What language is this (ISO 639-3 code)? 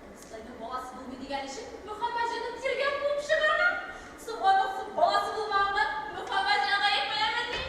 tat